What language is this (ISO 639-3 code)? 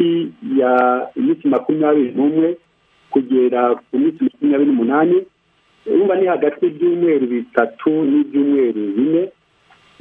kin